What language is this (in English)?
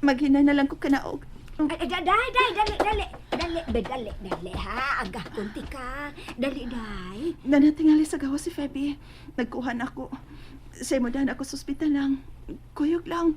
Cebuano